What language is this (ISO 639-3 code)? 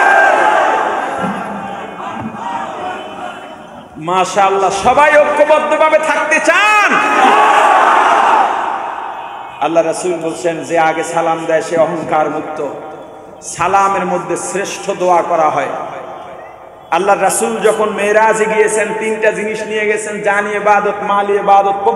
ben